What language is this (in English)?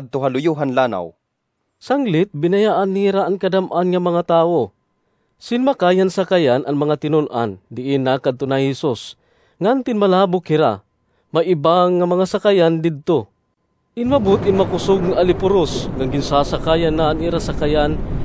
Waray